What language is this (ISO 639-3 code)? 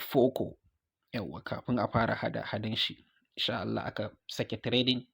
hau